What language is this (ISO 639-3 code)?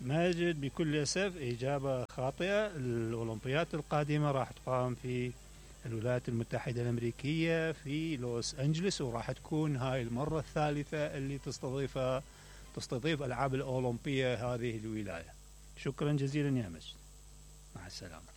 acm